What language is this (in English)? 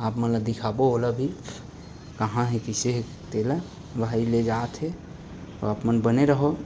Chhattisgarhi